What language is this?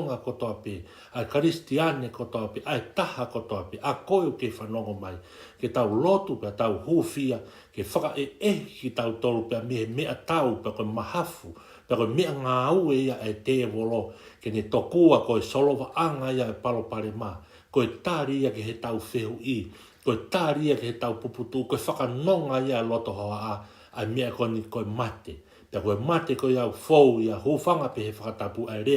Tongan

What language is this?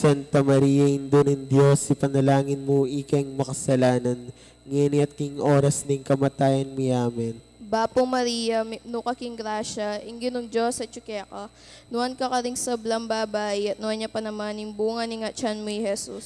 Pampanga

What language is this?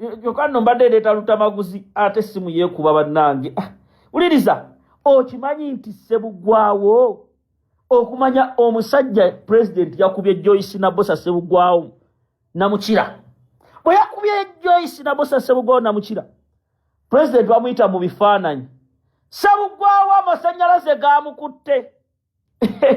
Ganda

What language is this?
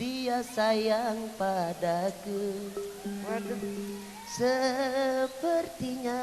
Betawi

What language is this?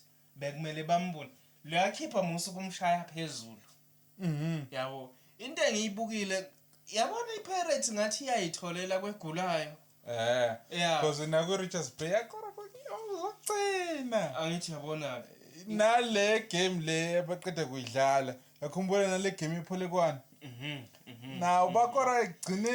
Zulu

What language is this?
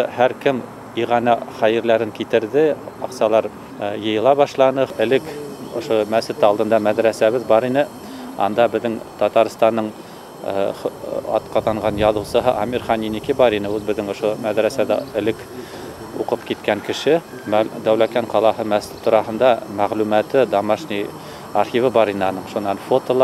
Bashkir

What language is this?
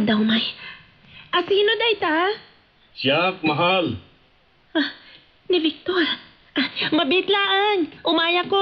Iloko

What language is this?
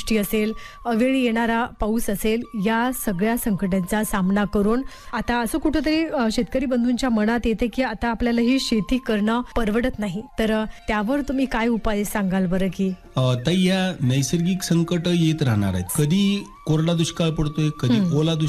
Marathi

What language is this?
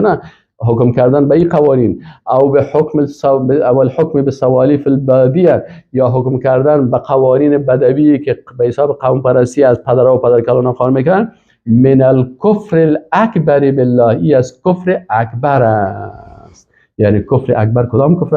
Persian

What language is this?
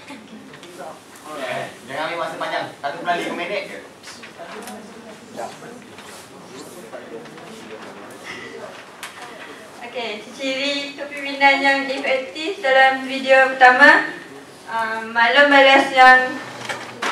Malay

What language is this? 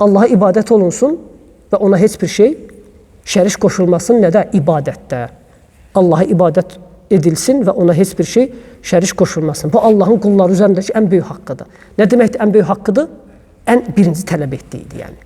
Azerbaijani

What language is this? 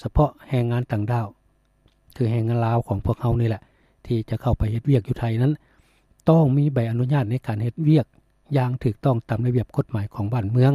Lao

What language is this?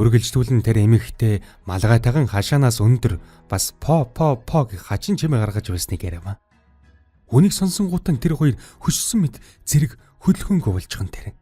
Mongolian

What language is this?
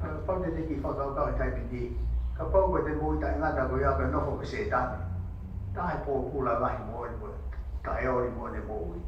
Tongan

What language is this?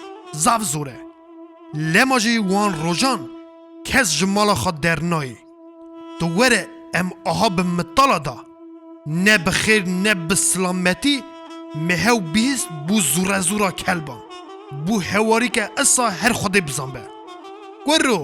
Kurdish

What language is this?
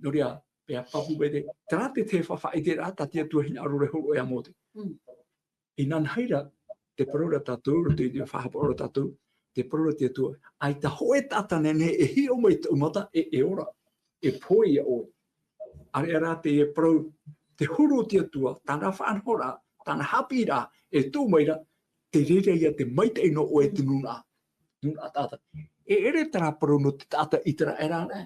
Tahitian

